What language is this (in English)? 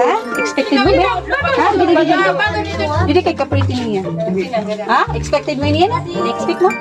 Waray